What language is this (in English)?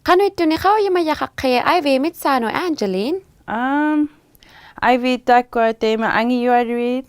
Inuktitut